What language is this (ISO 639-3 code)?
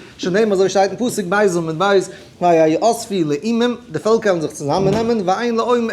yid